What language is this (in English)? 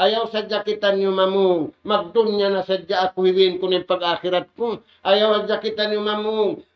Tausug